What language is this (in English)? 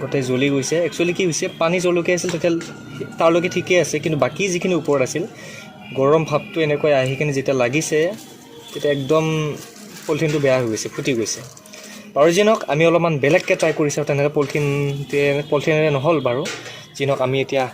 Assamese